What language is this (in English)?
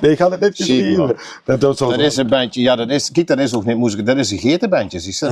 Limburgish